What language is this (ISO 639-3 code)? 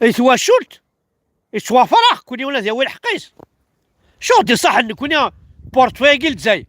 kab